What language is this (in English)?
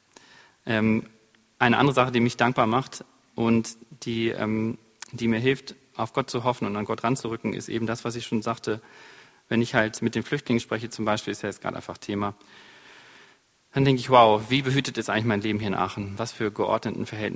German